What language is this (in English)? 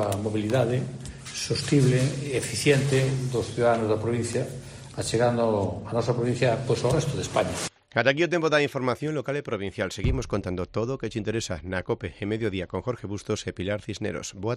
Galician